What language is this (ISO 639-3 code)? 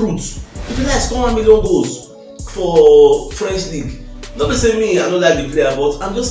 pcm